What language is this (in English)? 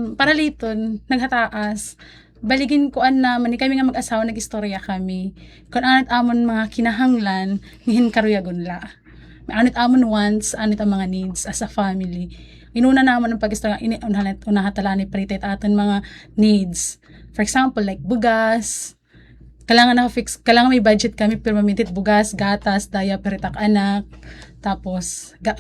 Waray